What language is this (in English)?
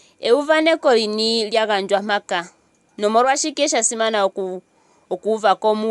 Ndonga